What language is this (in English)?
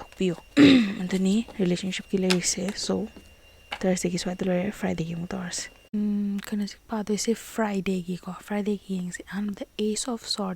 Manipuri